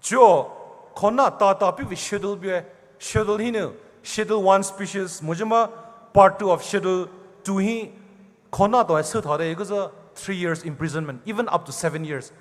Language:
Poumei Naga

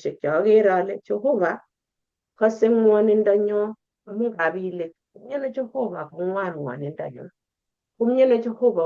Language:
Kalenjin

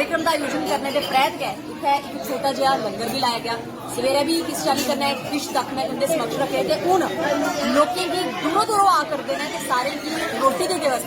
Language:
Dogri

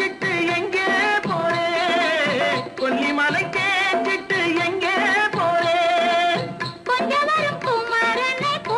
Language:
Tamil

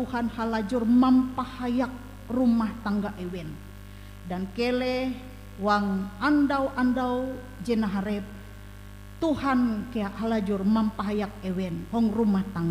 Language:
Ngaju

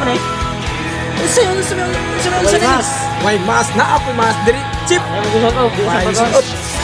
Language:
Cebuano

